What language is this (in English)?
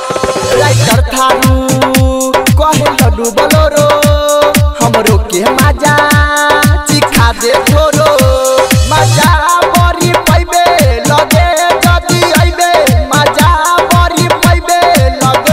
Bhojpuri